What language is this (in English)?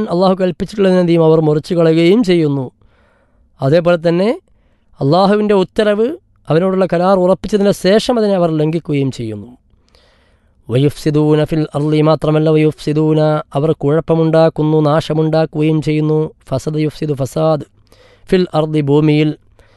Malayalam